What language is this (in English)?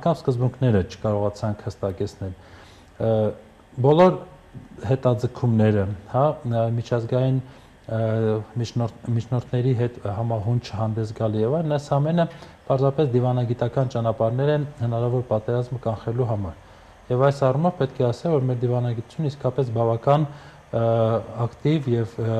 Armenian